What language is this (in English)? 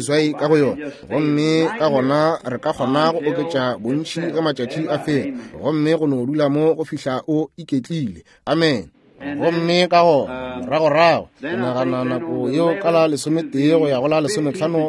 Northern Sotho